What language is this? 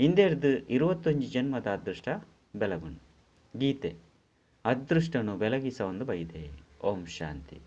Tulu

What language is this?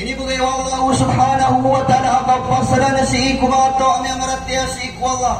Maranao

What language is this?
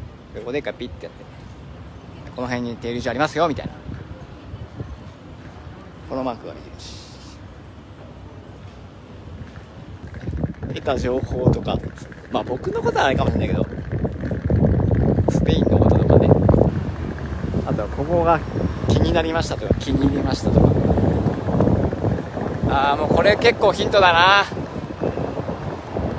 Japanese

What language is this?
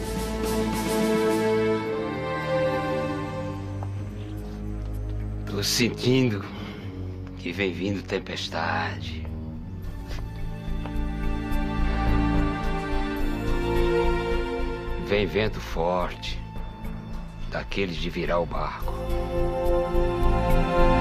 Portuguese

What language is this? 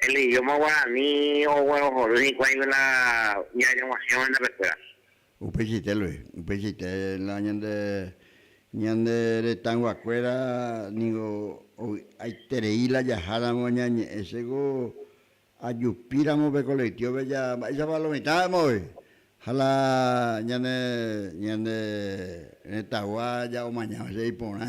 Guarani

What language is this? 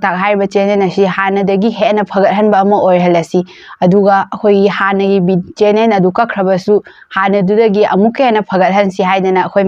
Manipuri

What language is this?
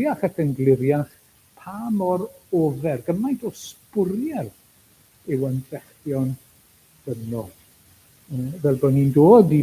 Welsh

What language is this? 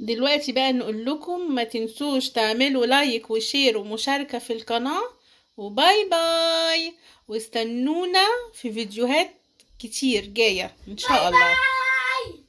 Egyptian Arabic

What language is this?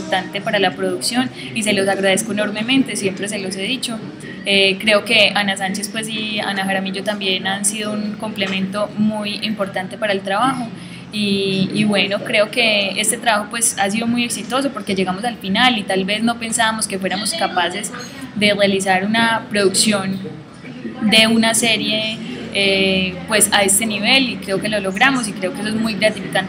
Spanish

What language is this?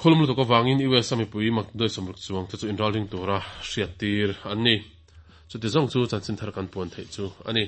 Mizo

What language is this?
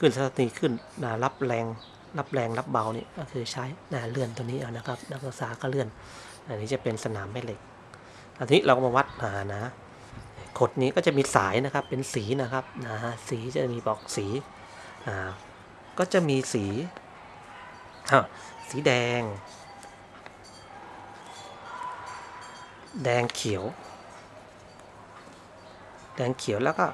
Thai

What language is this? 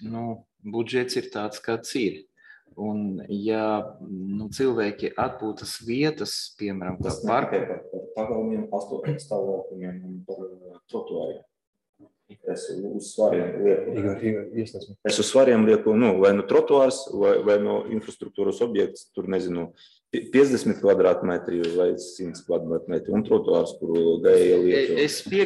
Latvian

